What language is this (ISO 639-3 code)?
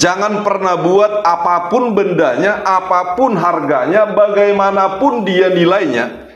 bbc